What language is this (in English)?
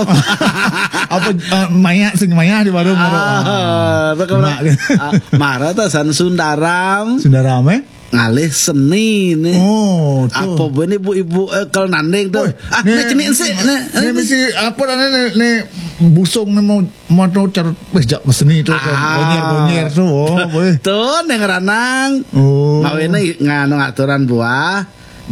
Balinese